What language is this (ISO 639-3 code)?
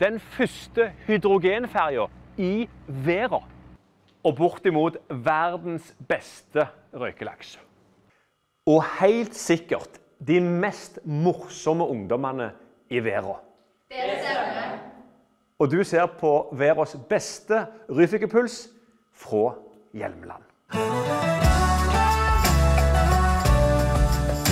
nor